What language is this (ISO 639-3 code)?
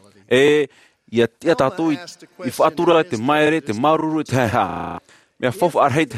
tah